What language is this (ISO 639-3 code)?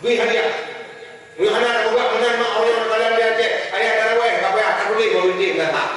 ace